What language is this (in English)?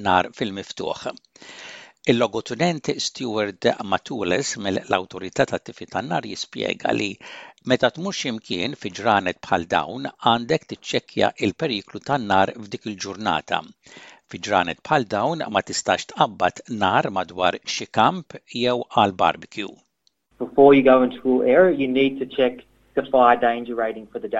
Maltese